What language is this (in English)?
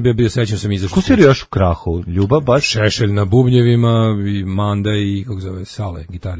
Serbian